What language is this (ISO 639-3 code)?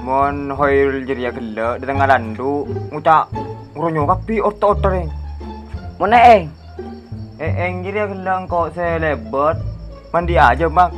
mad